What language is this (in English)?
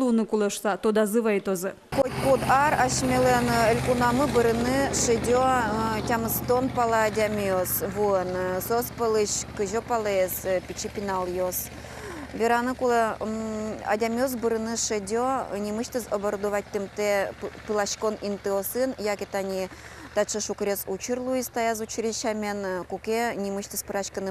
Udmurt